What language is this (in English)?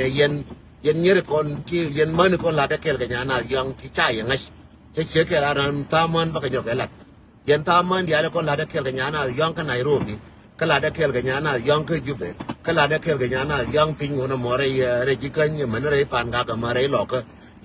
Nuer